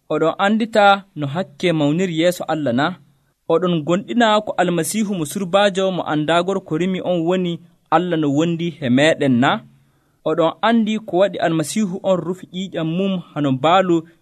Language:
Nigerian Fulfulde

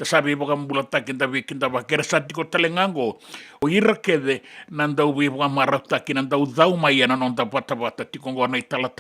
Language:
Fijian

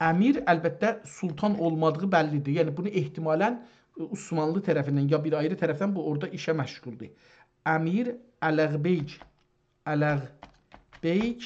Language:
South Azerbaijani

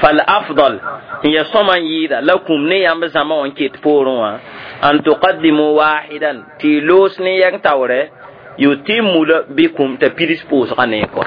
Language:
Mossi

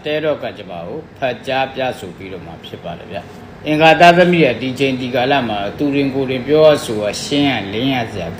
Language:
Burmese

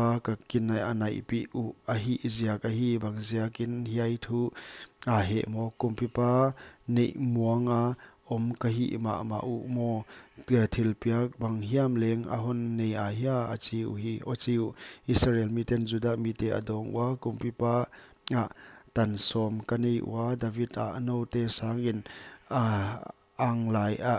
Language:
Paite Chin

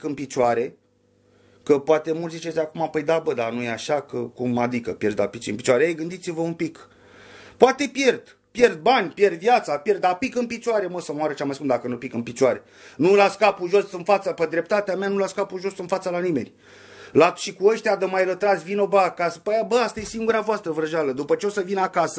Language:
Romanian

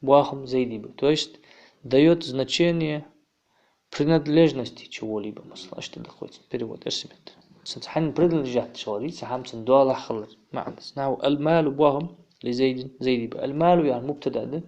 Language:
Ingush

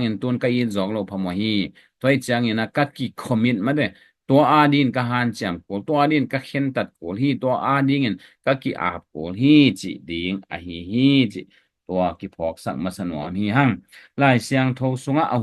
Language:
Tedim Chin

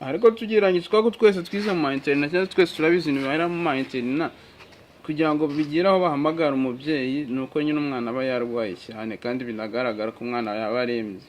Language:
Kinyarwanda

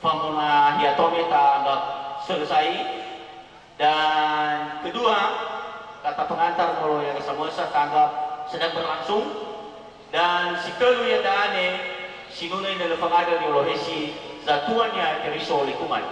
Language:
Nias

